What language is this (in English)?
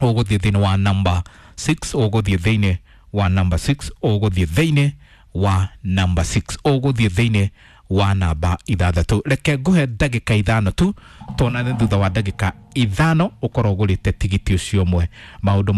Kikuyu